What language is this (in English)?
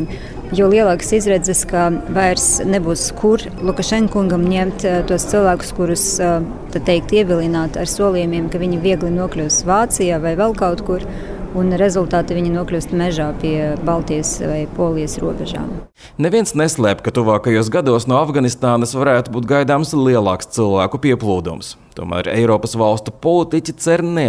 Latvian